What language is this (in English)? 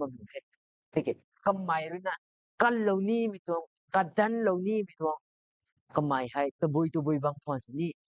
Rongmei Naga